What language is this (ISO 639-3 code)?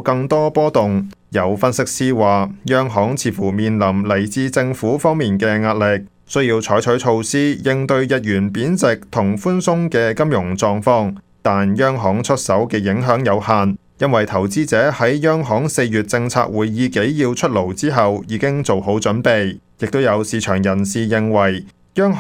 yue